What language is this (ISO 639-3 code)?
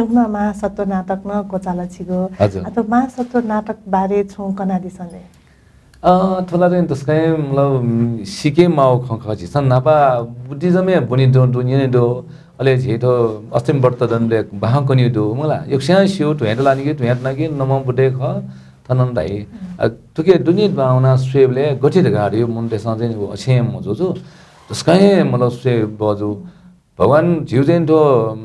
new